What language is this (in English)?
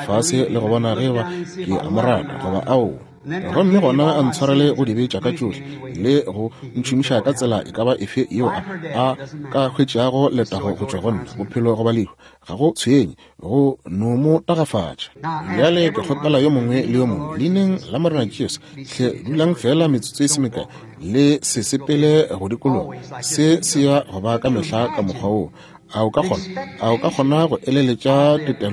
Northern Sotho